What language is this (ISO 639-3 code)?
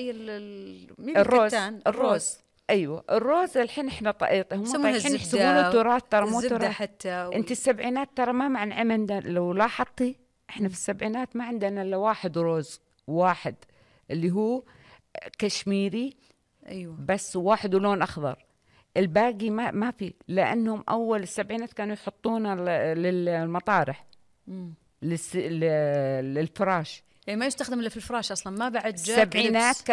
ars